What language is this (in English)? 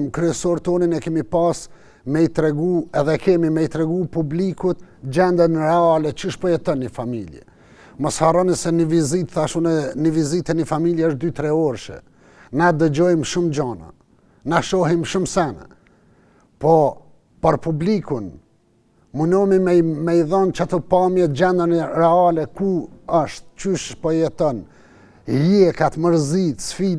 Albanian